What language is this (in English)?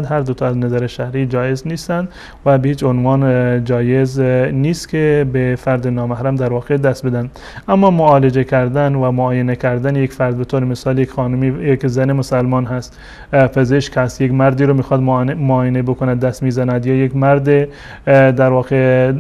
Tajik